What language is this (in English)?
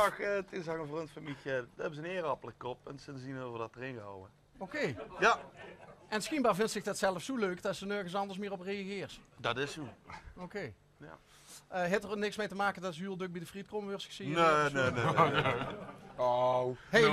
Limburgish